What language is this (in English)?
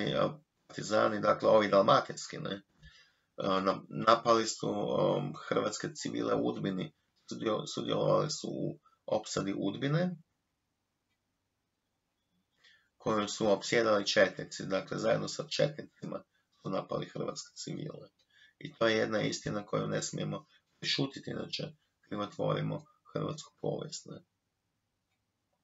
Croatian